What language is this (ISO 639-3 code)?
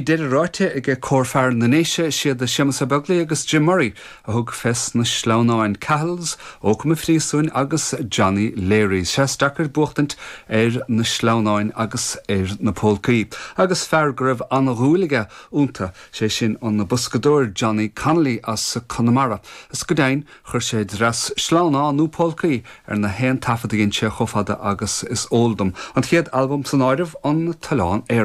gle